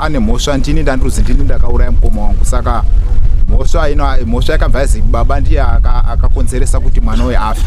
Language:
Shona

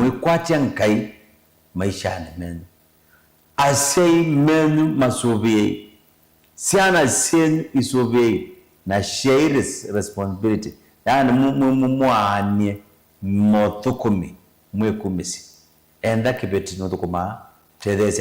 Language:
Kamba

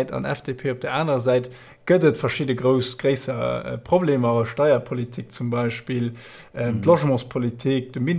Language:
Luxembourgish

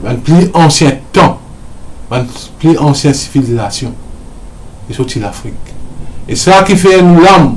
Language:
Morisyen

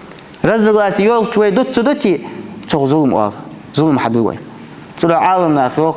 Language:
Ingush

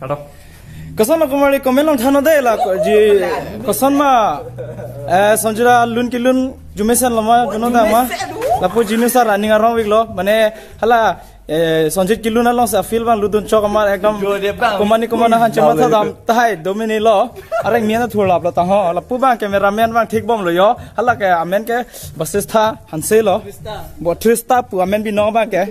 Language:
Karbi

